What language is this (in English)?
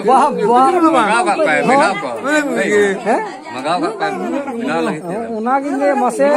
Santali